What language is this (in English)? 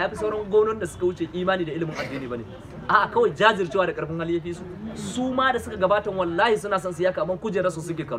Hausa